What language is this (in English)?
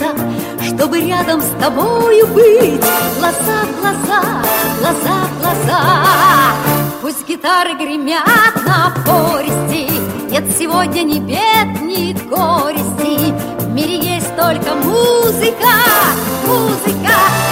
Russian